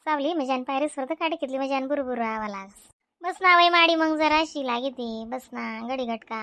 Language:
Khandesi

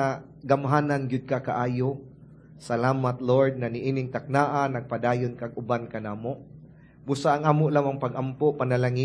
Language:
Cebuano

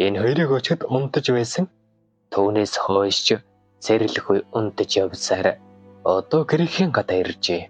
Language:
Mongolian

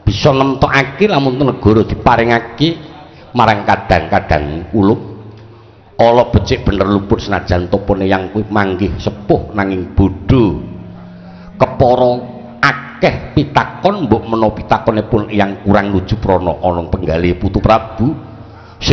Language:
Javanese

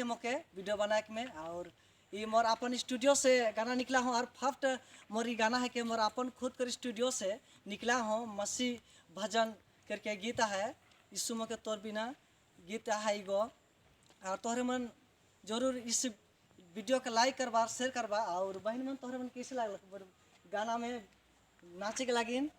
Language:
Sadri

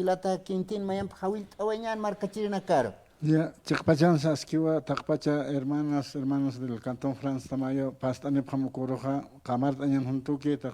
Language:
Aymara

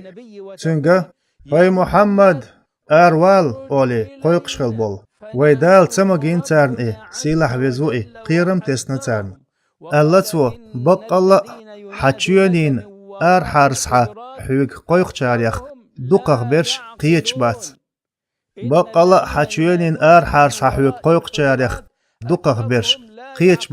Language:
Chechen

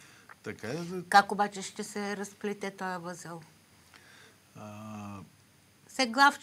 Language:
Bulgarian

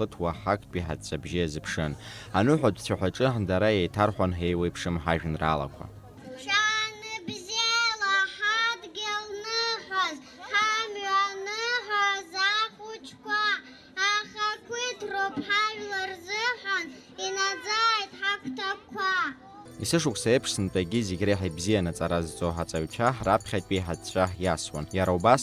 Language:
Abkhazian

